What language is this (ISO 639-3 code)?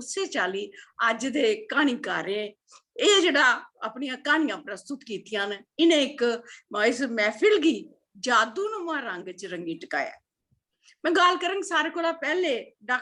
doi